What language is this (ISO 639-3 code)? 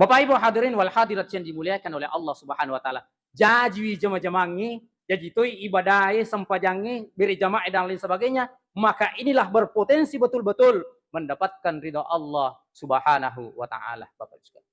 bug